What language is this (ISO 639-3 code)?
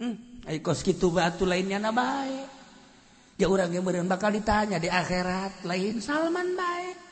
sun